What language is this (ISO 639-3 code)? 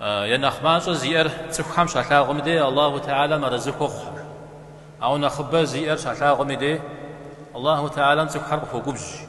kbd